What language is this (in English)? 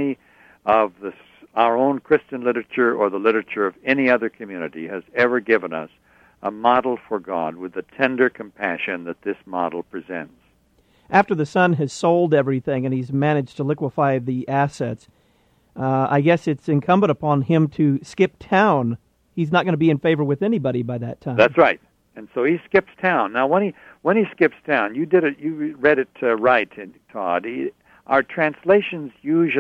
English